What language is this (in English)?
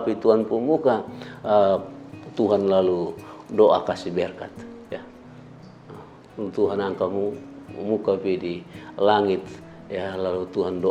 Kupang Malay